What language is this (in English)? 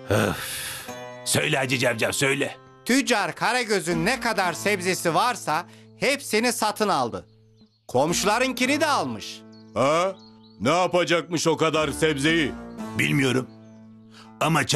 Turkish